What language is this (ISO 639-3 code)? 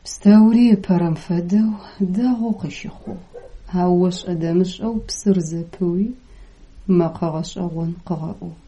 ady